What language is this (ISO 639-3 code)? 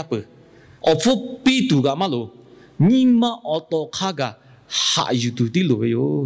lhu